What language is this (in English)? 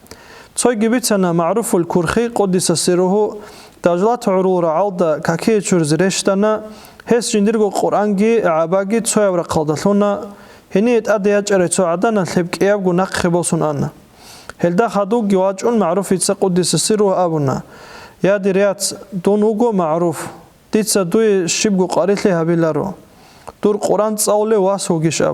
Avaric